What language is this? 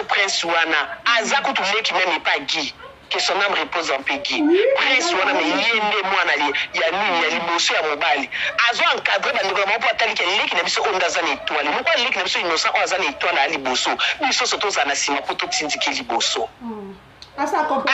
Lingala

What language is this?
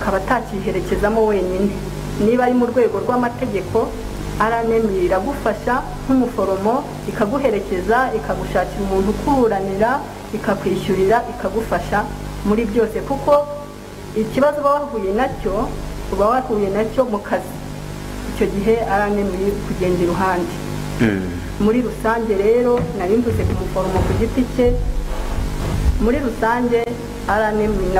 Kinyarwanda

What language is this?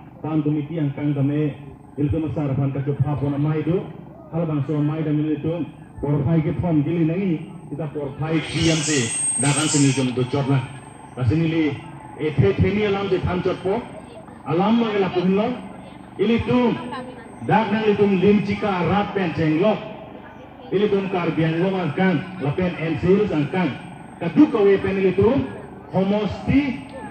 Karbi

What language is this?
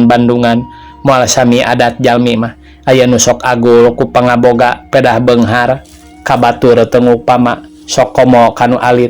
Sundanese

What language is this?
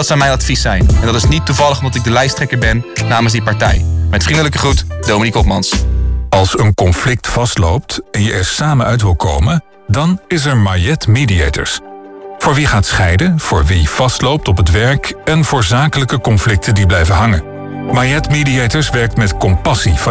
Dutch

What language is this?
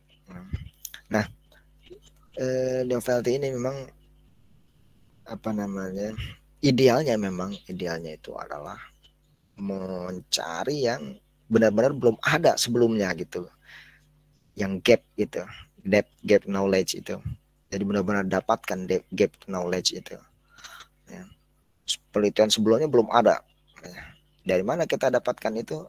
Indonesian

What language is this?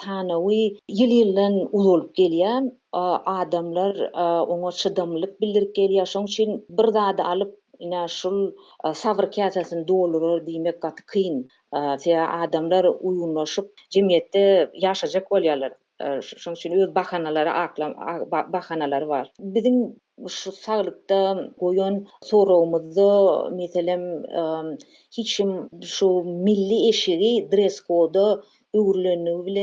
Turkmen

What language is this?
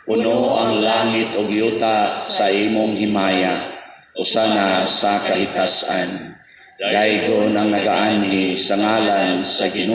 Cebuano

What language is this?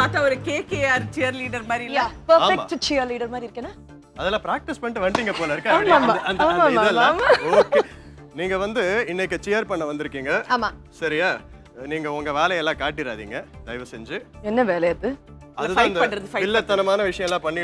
Tamil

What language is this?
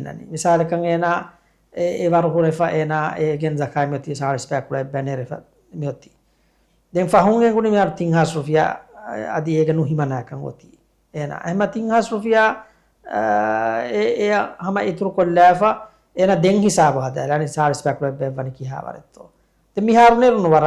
Divehi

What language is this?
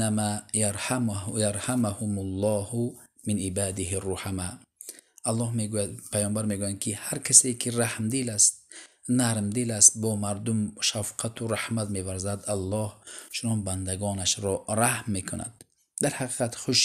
Tajik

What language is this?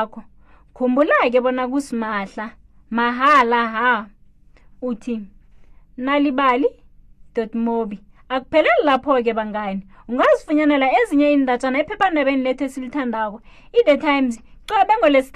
South Ndebele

